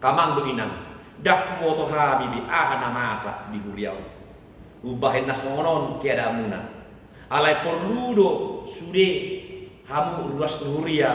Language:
Batak Toba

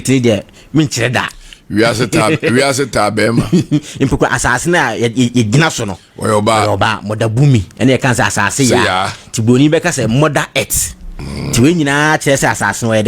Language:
Akan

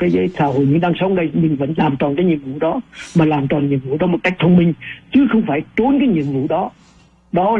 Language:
Vietnamese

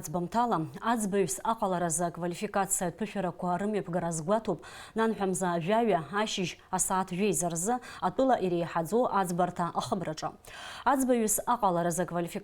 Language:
Abkhazian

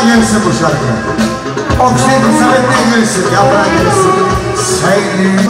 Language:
Turkish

